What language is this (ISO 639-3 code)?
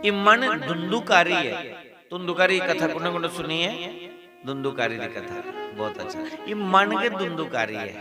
doi